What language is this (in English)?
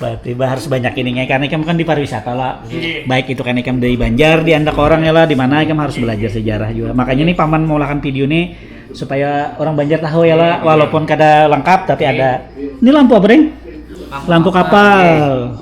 Banjar